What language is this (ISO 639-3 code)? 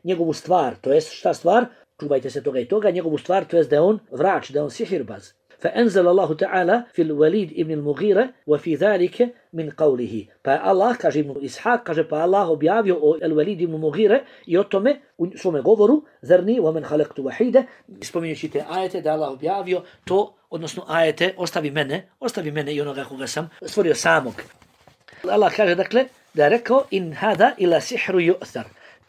bos